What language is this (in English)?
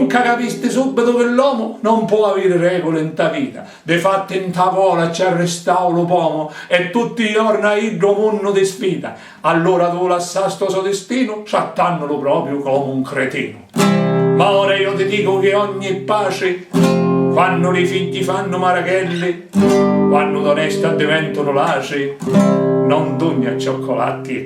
Sicilian